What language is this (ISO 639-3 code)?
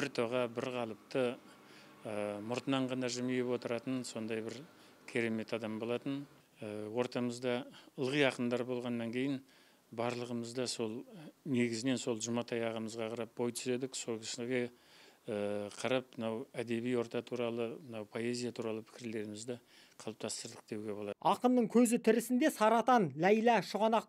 kaz